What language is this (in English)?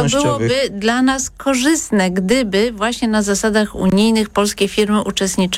Polish